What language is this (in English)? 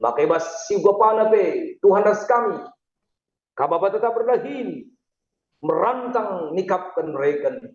Batak Karo